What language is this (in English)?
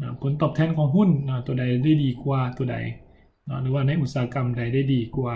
Lao